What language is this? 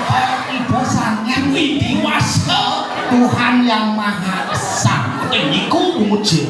Balinese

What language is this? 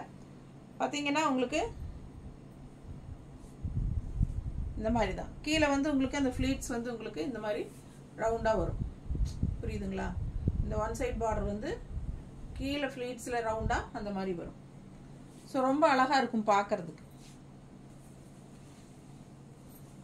Tamil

